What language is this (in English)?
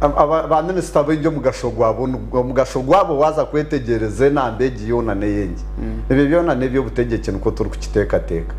Nyankole